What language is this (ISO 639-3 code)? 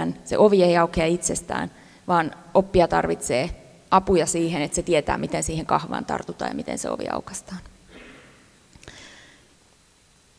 fin